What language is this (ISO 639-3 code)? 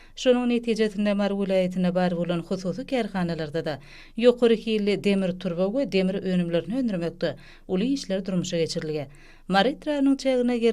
tuk